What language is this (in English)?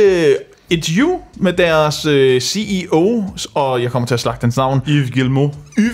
Danish